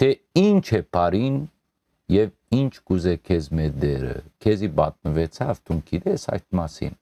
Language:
Western Armenian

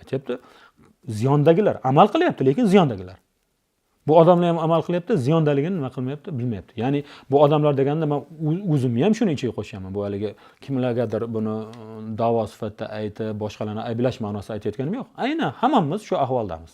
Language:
Uzbek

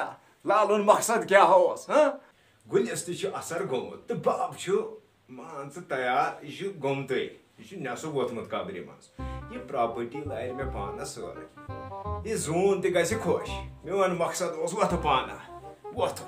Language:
Kashmiri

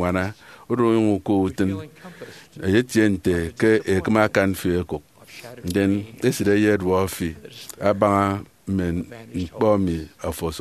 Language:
Efik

